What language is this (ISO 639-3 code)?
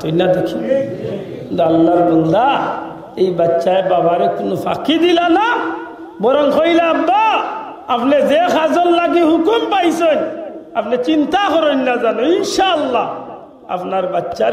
syl